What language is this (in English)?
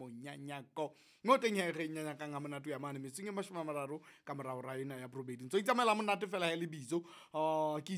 Southern Sotho